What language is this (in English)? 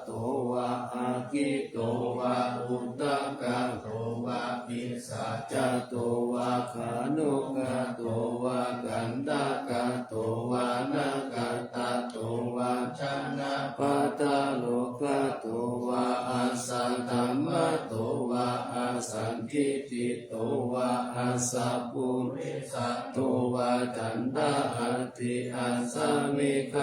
Pali